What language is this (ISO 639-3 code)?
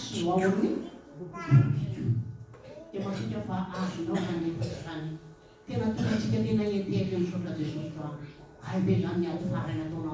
mlg